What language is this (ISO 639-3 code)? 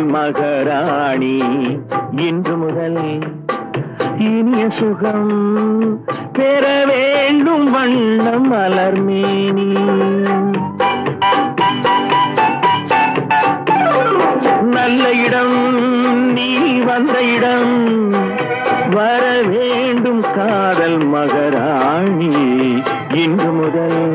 tam